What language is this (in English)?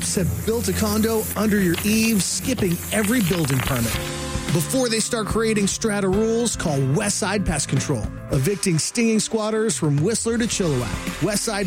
English